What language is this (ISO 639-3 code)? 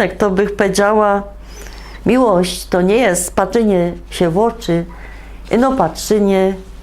szl